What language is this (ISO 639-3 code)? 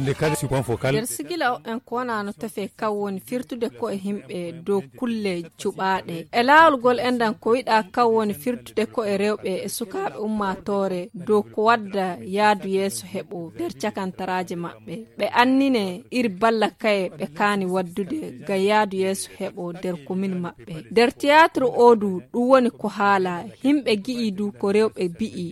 fuv